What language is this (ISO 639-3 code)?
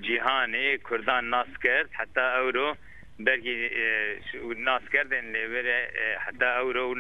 zza